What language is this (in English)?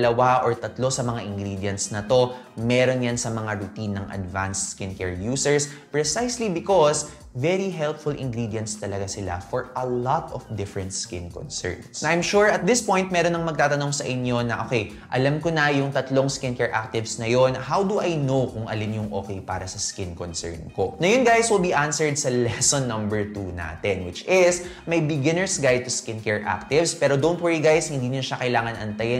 Filipino